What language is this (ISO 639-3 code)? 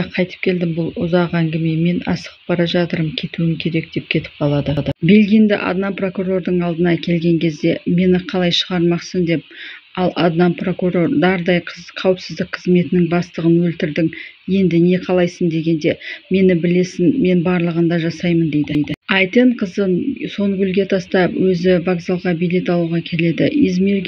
kaz